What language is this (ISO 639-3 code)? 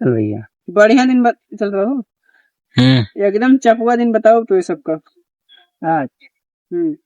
awa